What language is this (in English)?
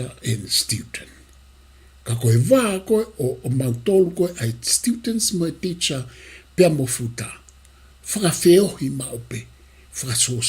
Tongan